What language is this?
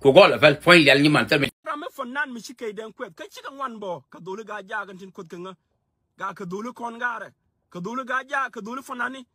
Nuer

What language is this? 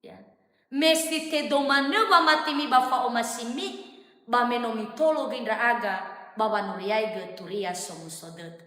Nias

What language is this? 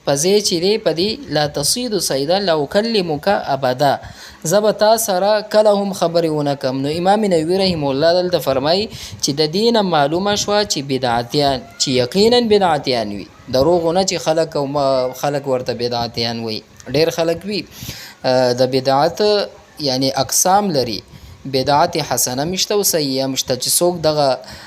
Pashto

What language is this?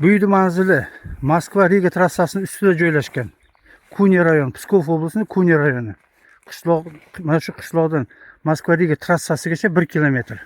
Uzbek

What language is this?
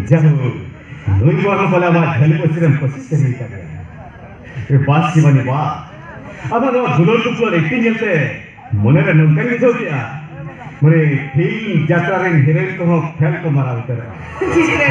Santali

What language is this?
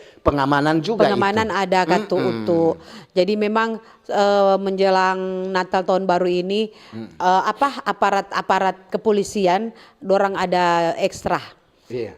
Manado Malay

